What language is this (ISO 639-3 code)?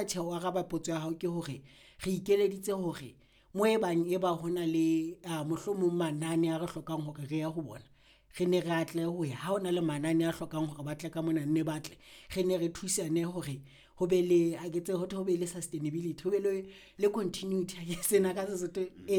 sot